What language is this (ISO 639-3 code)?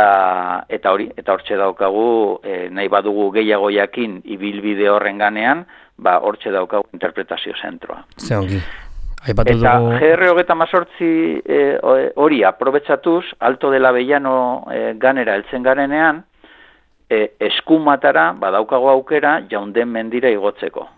eus